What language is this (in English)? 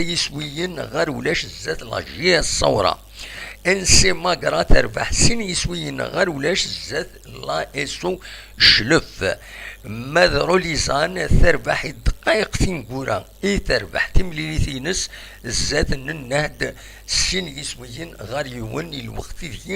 Kabyle